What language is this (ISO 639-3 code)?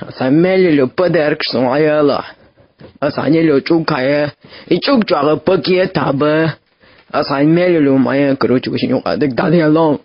che